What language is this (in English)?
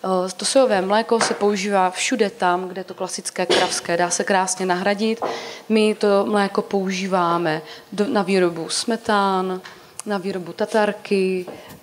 Czech